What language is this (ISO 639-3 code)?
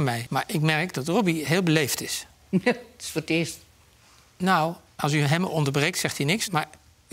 nld